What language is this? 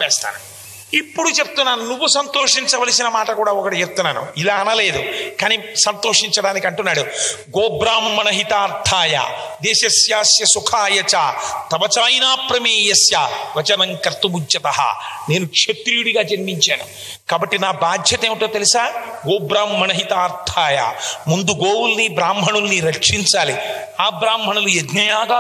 Telugu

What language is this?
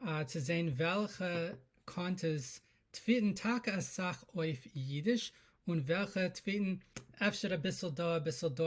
Yiddish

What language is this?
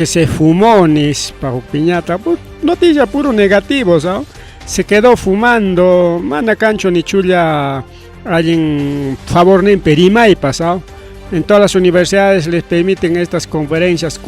Ayacucho Quechua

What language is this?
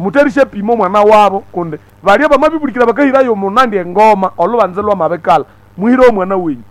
Nande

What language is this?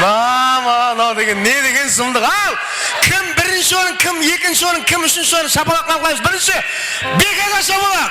Kara-Kalpak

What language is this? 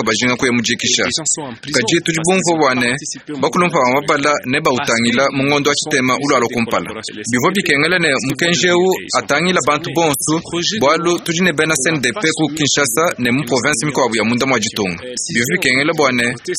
Luba-Lulua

